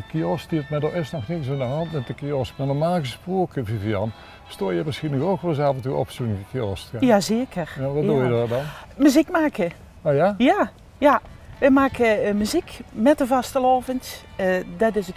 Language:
Limburgish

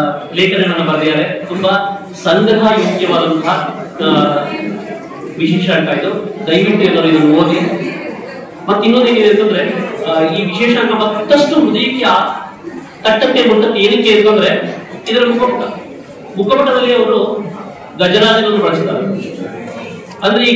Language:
Kannada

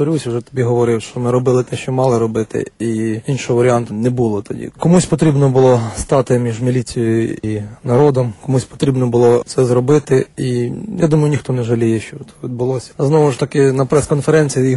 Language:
Ukrainian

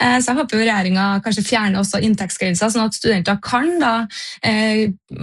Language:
Norwegian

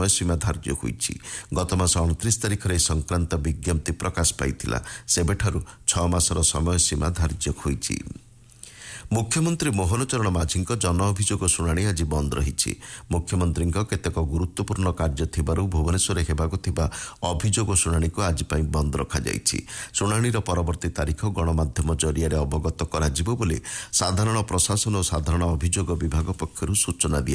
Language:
Odia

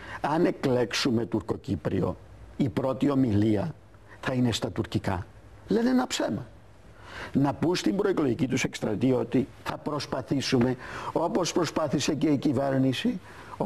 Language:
Greek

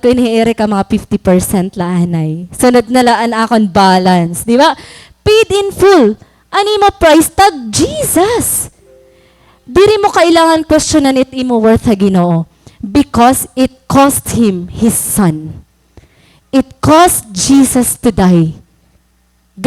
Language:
Waray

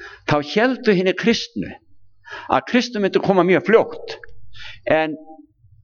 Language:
Icelandic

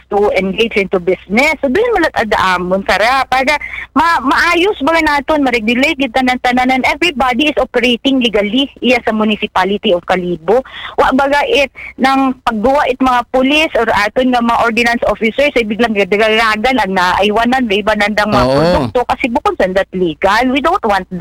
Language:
Aklanon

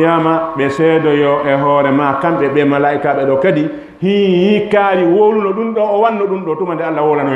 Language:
Fula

